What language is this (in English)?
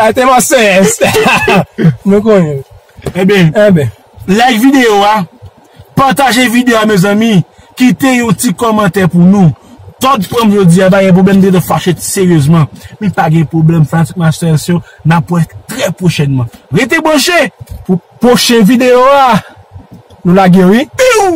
Haitian Creole